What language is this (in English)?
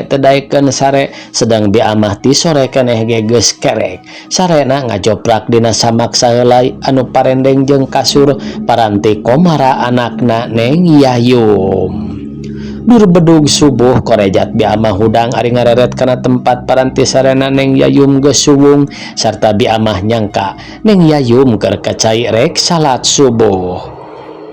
Sundanese